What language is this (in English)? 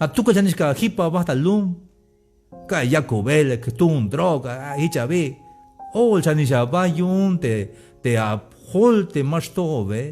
Tzeltal